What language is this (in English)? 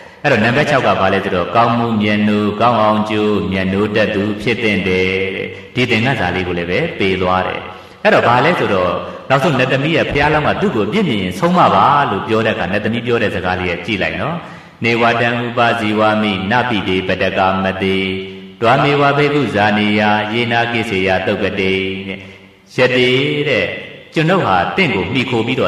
Burmese